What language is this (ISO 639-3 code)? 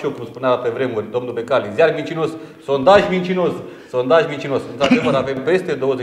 ron